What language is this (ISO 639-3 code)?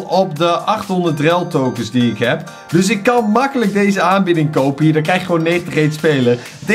nld